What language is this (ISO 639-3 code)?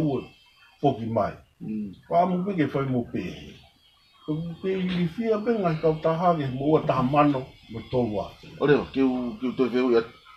ton